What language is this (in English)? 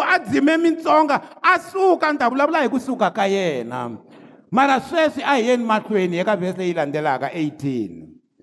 Tsonga